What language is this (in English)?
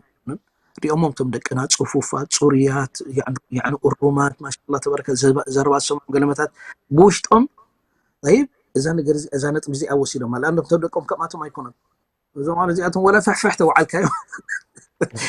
Tigrinya